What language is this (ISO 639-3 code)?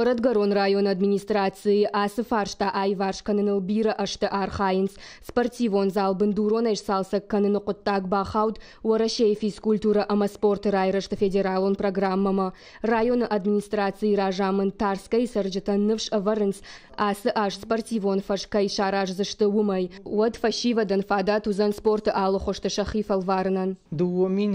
oss